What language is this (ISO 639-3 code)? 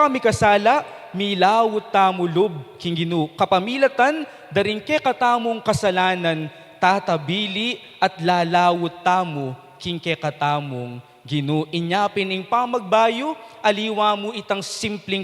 pam